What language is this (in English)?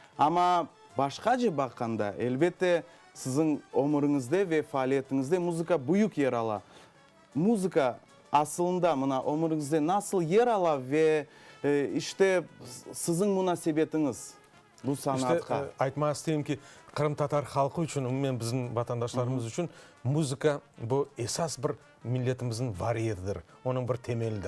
Crimean Tatar